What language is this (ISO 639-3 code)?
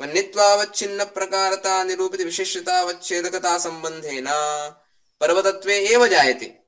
san